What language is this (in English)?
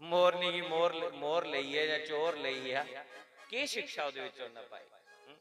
Dogri